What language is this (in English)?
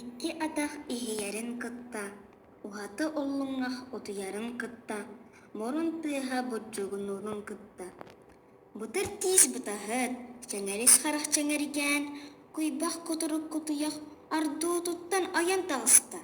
Yakut